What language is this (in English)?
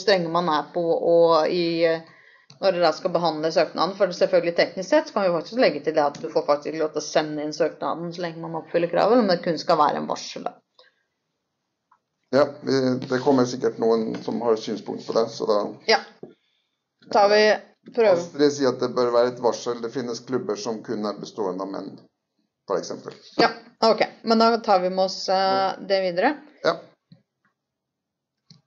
Norwegian